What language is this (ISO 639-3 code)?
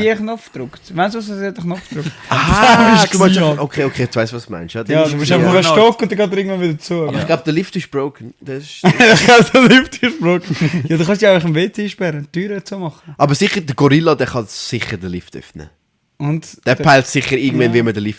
gsw